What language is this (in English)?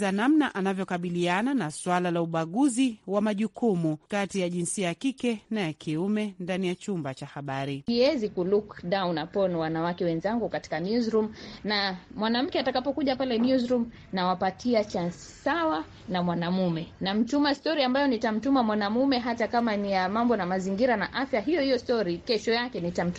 Swahili